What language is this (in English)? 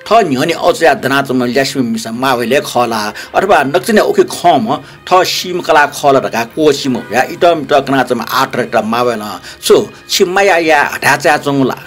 Newari